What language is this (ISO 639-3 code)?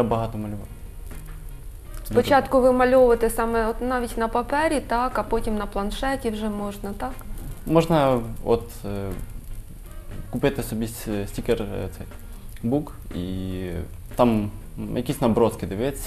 ukr